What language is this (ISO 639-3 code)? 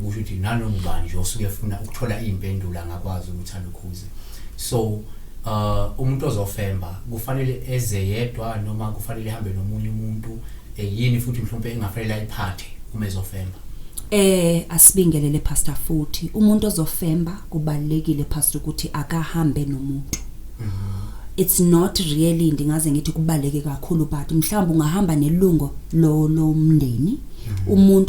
zul